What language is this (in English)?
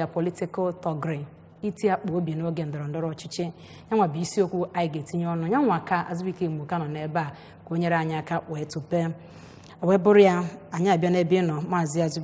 Igbo